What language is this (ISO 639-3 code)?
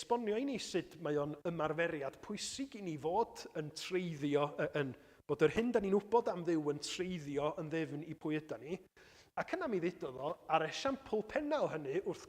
cym